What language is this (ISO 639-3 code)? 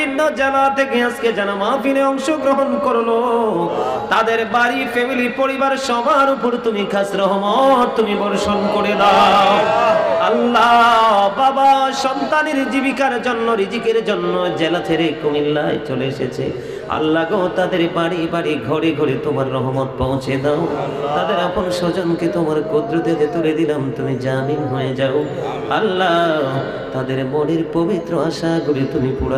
ben